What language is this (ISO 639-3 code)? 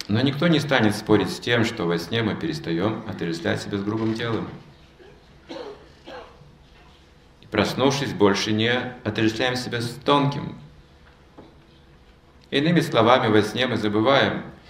rus